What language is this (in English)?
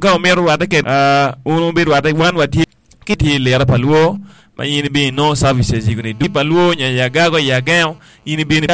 Acoli